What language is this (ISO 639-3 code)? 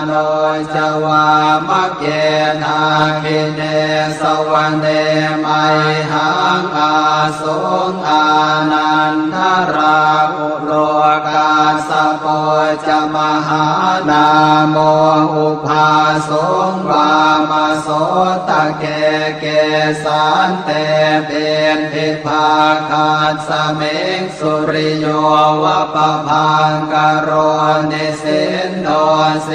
pli